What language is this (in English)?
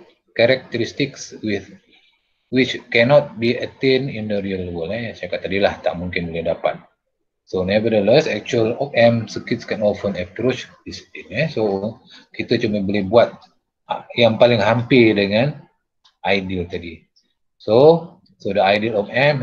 Malay